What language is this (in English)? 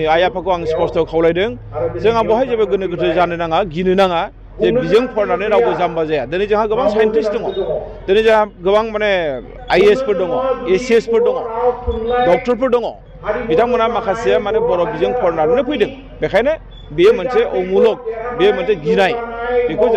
Bodo